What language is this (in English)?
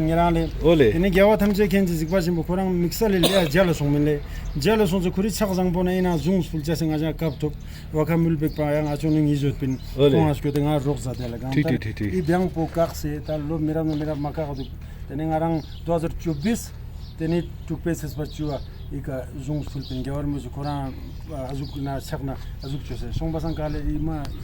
Ladakhi